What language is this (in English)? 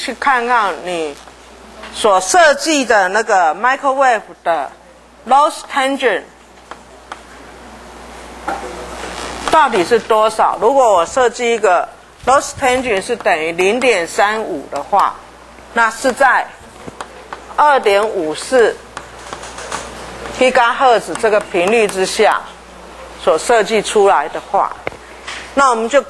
Chinese